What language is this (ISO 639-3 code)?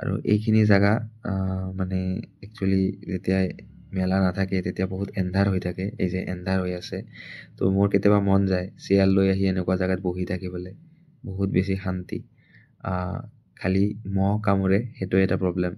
asm